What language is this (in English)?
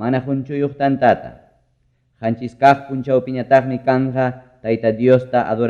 Ayacucho Quechua